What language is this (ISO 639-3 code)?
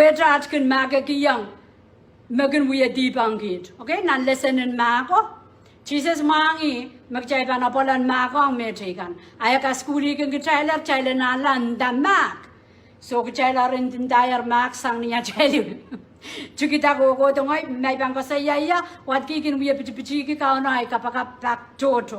pon